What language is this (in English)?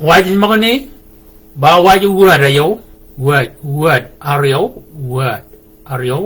Shilluk